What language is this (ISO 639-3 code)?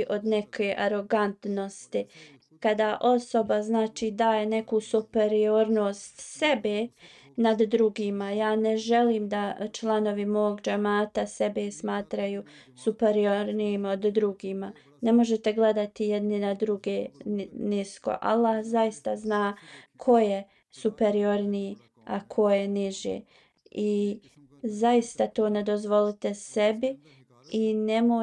bos